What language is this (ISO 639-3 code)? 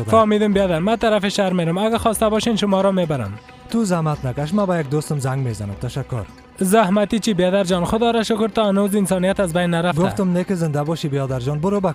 fas